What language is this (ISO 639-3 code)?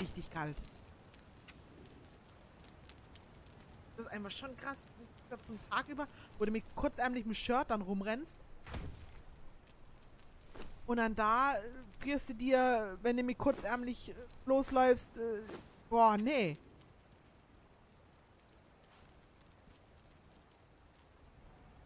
deu